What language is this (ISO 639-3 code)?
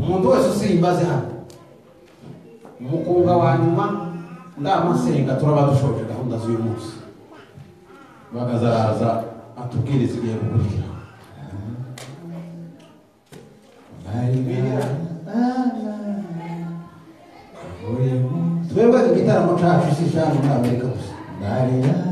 kin